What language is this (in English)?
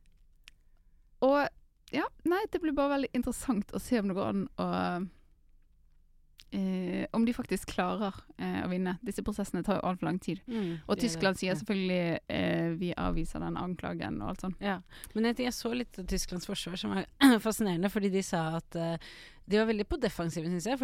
Norwegian